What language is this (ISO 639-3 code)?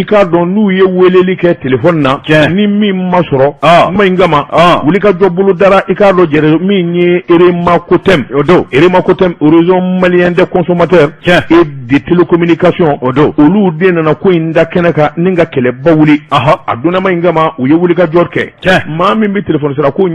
bam